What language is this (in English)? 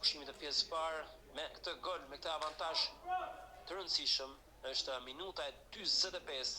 Albanian